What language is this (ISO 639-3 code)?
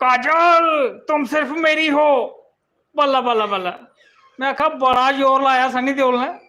doi